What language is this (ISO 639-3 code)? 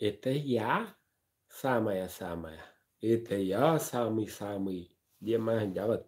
sah